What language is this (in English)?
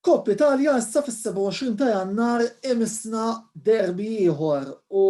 Maltese